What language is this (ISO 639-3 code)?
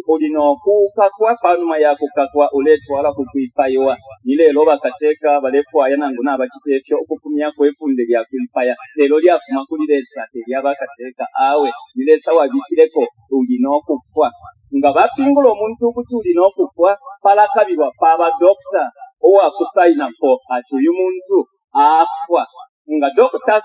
bem